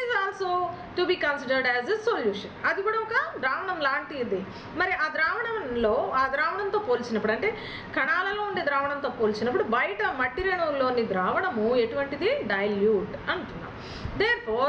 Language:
Telugu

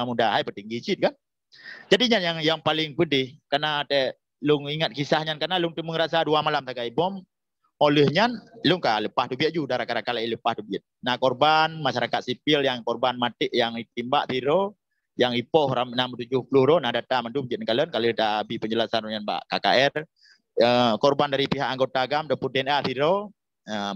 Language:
Achinese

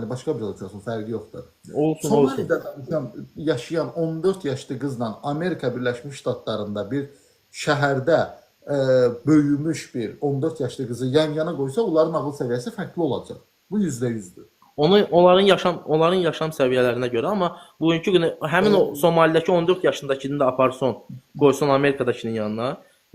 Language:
Azerbaijani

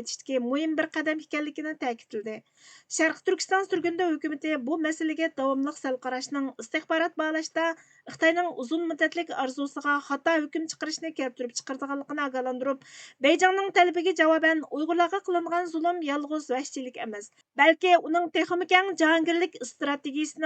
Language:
Uyghur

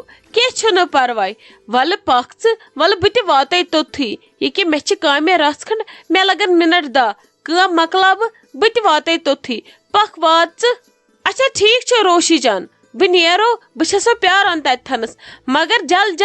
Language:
Kashmiri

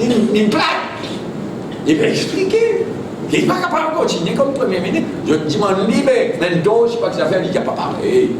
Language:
Morisyen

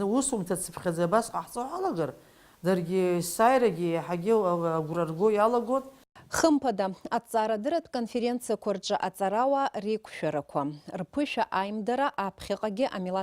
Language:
Abkhazian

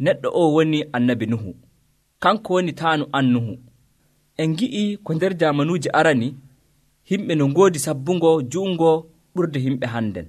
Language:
Nigerian Fulfulde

